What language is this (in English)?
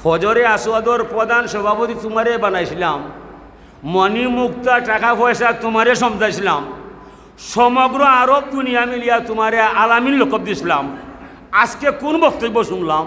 Sylheti